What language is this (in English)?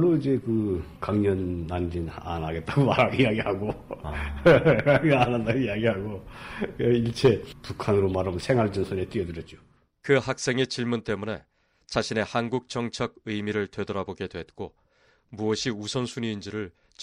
Korean